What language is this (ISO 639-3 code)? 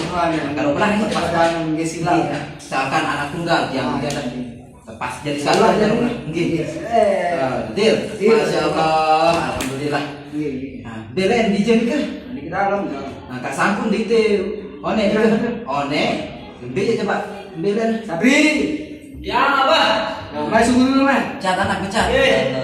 sas